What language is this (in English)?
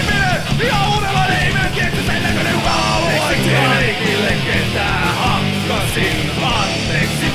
Finnish